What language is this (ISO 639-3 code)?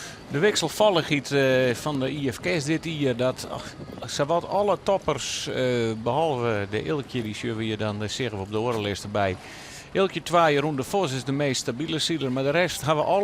fry